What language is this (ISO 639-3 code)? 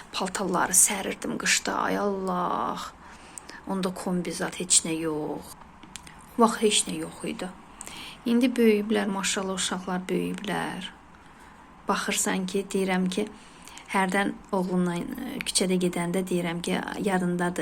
aze